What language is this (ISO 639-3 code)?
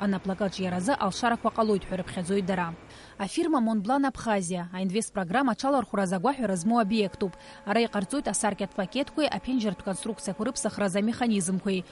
abk